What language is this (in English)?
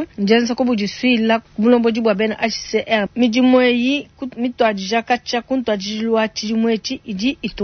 Luba-Lulua